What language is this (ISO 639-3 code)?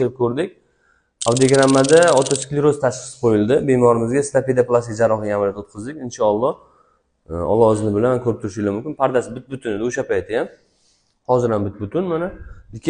uzb